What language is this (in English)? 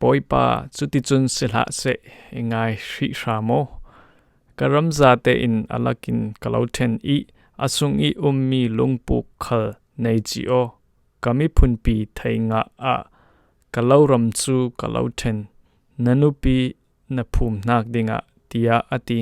Falam Chin